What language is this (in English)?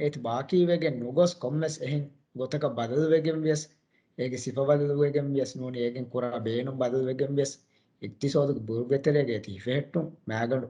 Divehi